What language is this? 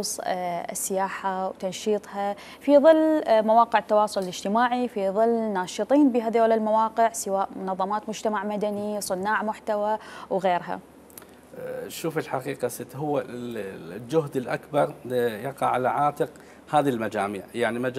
Mesopotamian Arabic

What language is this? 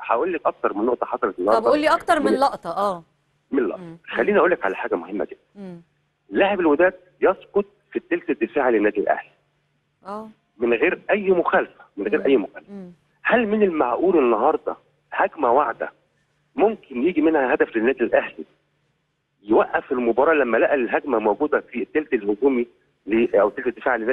Egyptian Arabic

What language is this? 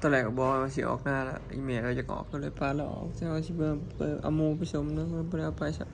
Northeastern Thai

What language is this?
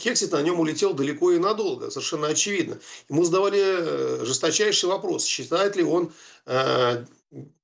Russian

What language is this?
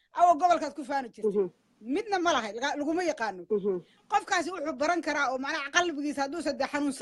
Somali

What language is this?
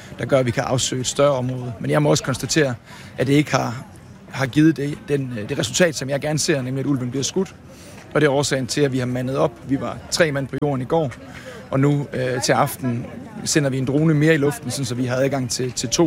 Danish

